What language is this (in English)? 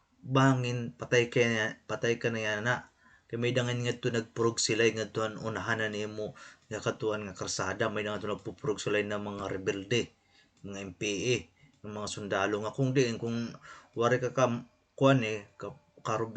Waray